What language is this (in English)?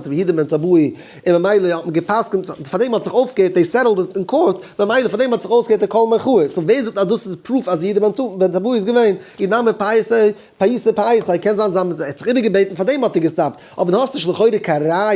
Yiddish